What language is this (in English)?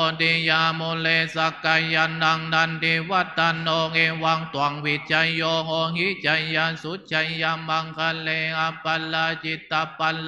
Pali